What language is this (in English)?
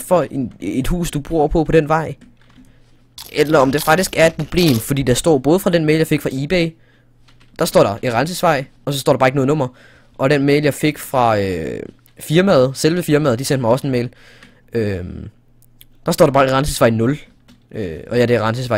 Danish